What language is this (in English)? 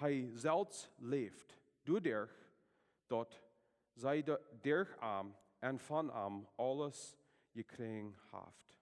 Plautdietsch